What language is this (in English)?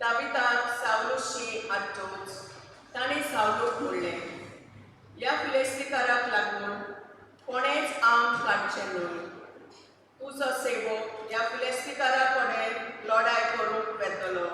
Konkani